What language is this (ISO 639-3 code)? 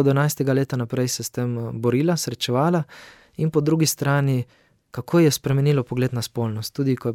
slv